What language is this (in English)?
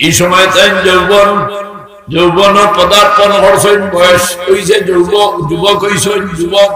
Sylheti